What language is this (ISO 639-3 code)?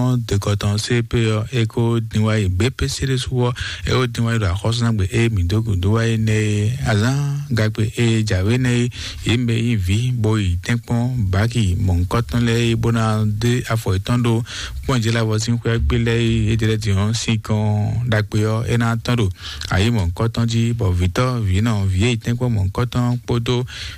fon